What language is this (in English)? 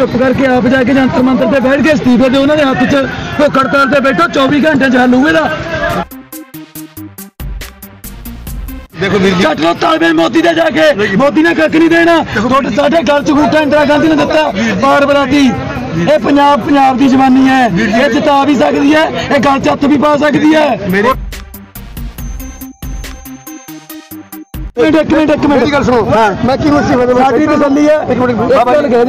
Punjabi